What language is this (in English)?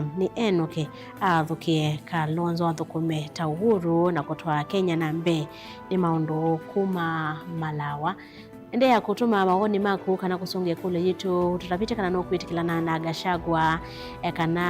Kamba